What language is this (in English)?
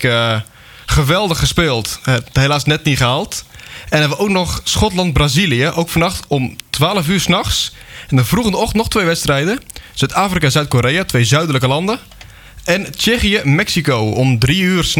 Dutch